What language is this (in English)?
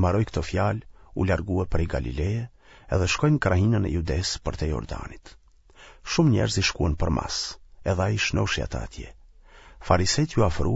Albanian